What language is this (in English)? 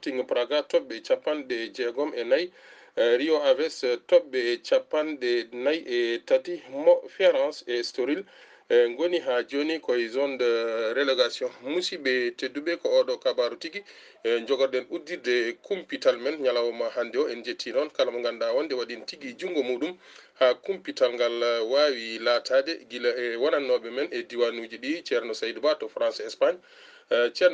Fula